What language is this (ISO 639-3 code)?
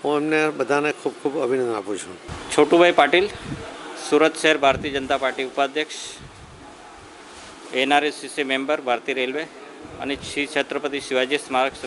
guj